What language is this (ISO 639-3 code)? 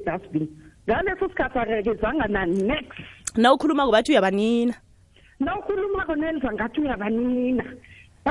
nbl